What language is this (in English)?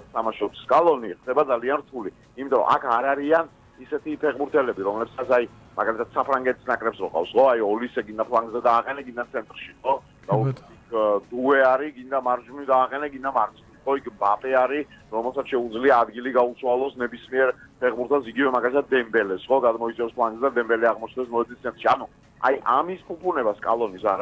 Georgian